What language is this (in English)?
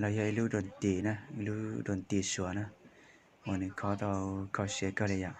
Hmong